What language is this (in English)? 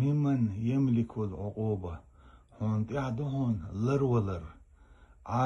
Chechen